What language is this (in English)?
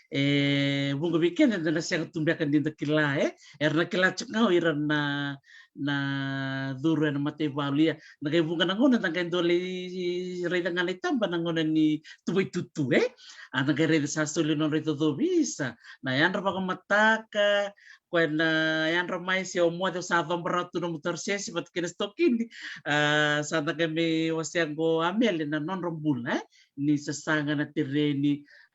Fijian